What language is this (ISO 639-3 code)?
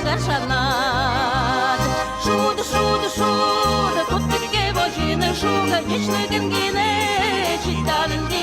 udm